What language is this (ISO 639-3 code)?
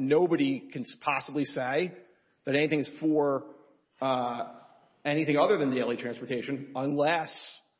eng